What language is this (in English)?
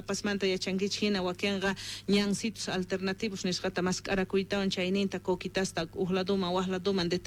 Quechua